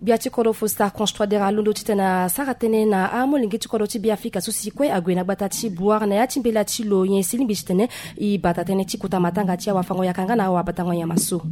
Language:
Sango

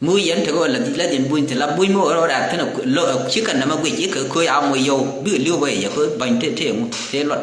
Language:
Nuer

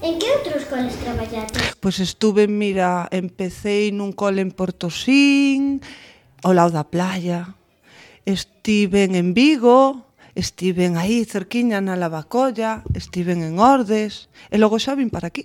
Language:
Galician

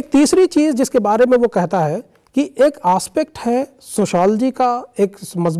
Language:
Urdu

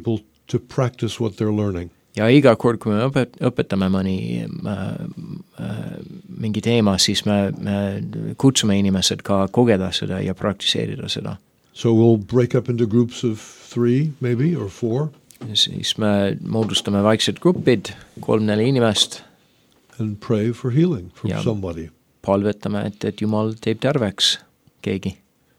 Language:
Estonian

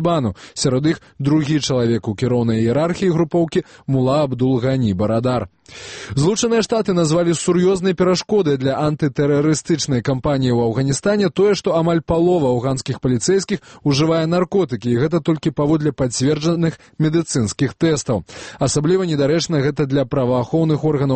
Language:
Belarusian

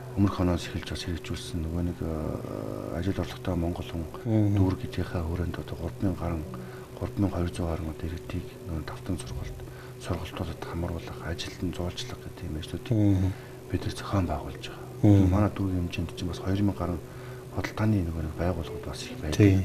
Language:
Mongolian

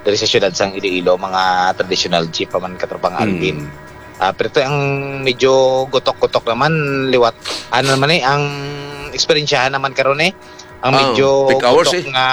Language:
Hiligaynon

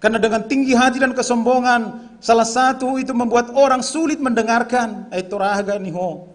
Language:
Batak Simalungun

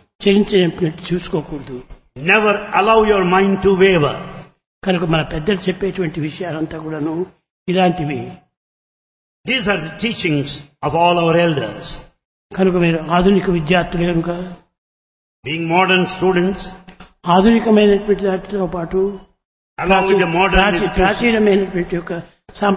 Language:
Telugu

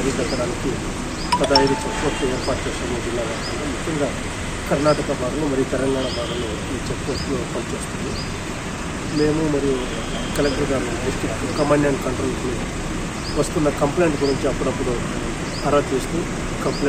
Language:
Telugu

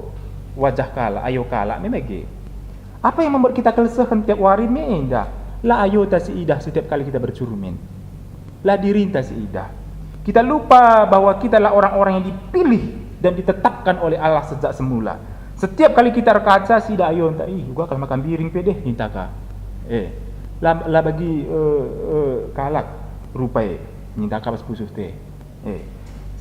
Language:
Batak Karo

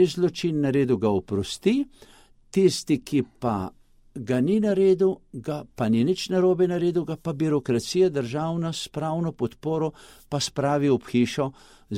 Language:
Slovenian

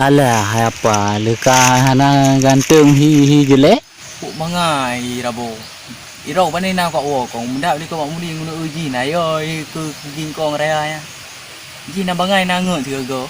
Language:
Achinese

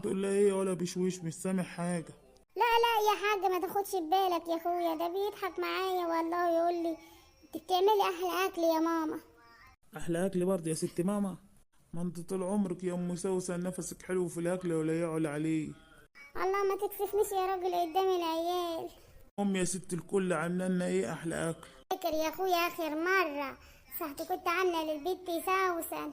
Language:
Egyptian Arabic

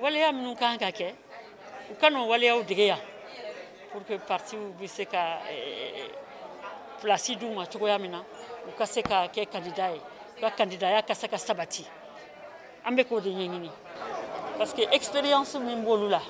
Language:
Bambara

